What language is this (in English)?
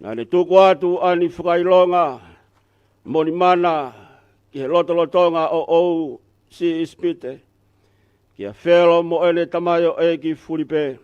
Tongan